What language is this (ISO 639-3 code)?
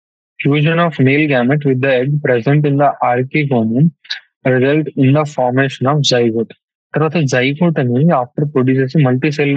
tel